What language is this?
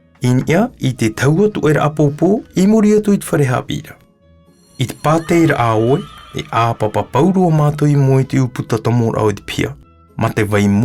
Tahitian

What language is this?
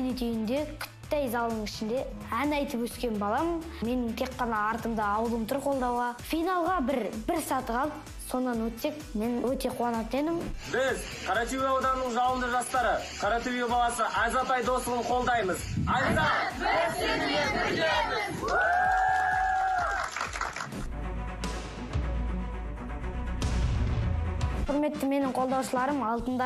Kazakh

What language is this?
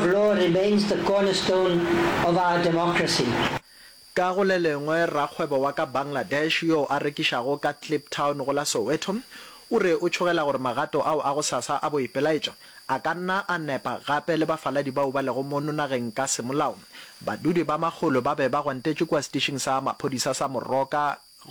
Northern Sotho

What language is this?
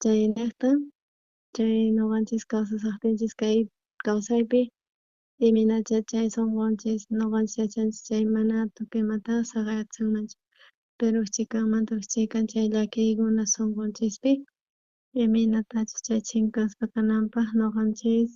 South Bolivian Quechua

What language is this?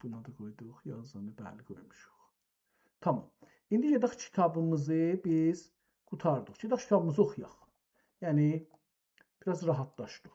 South Azerbaijani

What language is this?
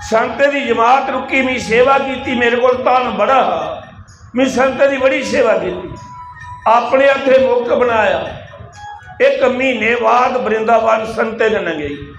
Dogri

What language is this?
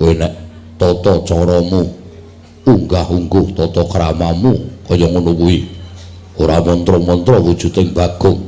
Javanese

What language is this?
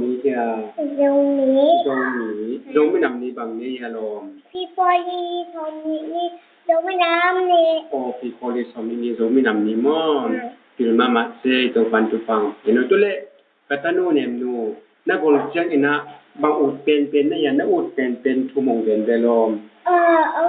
Tedim Chin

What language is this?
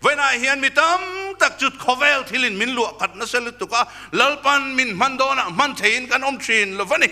Mizo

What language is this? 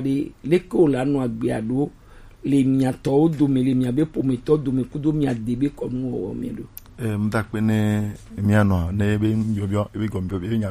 Gen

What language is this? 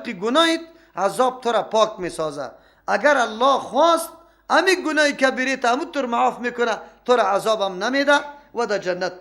Persian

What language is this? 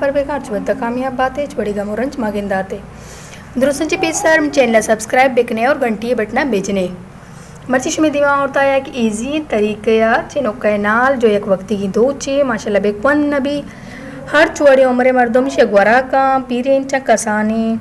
Baluchi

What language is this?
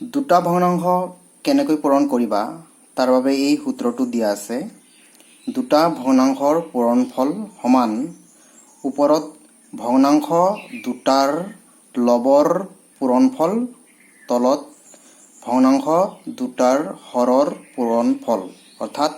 Assamese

